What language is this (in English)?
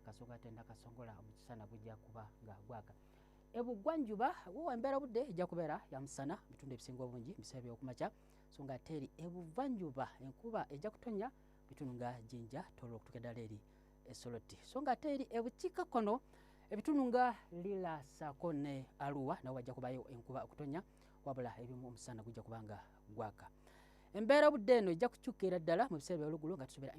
Ganda